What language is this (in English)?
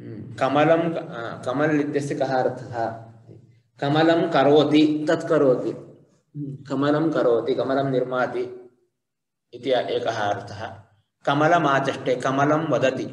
Sanskrit